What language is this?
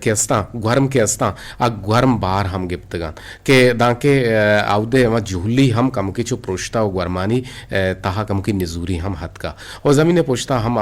Eastern Balochi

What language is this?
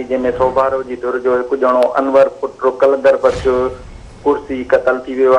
Sindhi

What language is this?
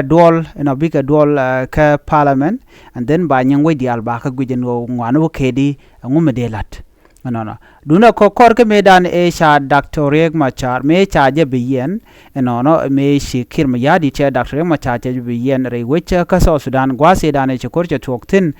Nuer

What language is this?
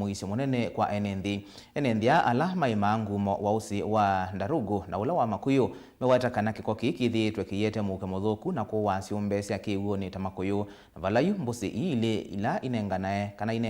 Kamba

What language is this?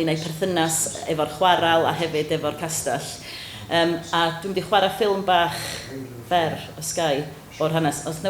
Welsh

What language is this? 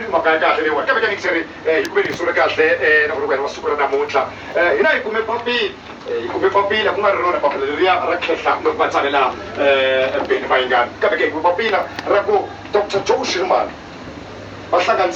Tsonga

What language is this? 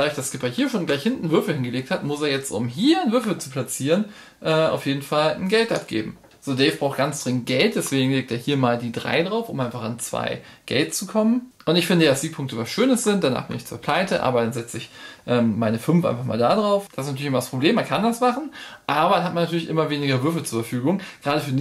German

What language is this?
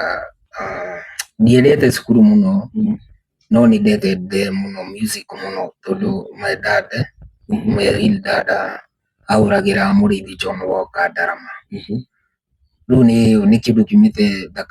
Kikuyu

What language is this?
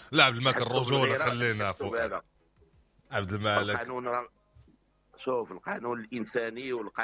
Moroccan Arabic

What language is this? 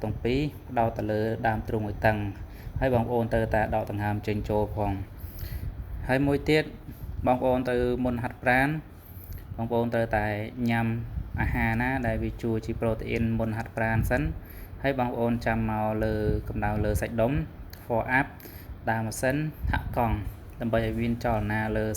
Khmer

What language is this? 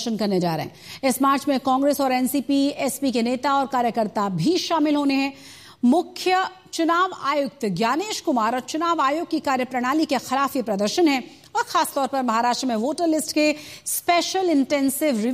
Hindi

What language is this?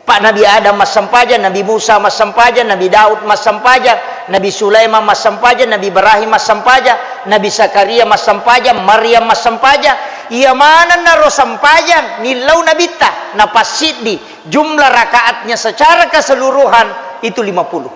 Buginese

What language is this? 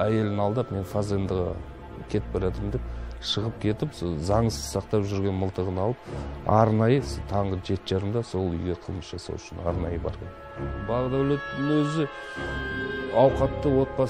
Kazakh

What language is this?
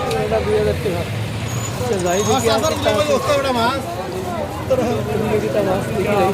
Sylheti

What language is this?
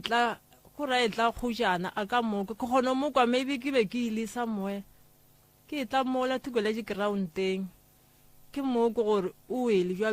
Northern Sotho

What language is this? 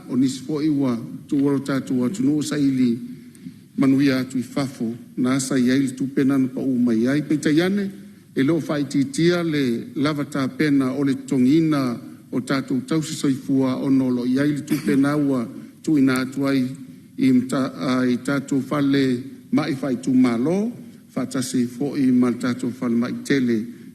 Samoan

